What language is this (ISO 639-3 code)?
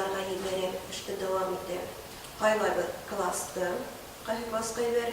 bak